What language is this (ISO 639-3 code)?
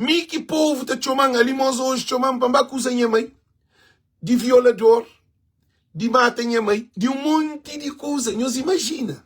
kea